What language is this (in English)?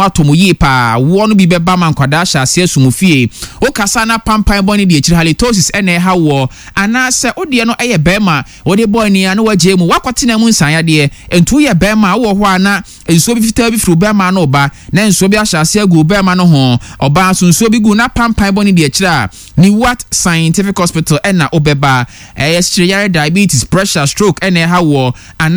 Akan